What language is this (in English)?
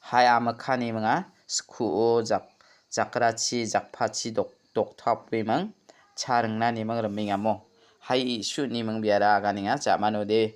Garo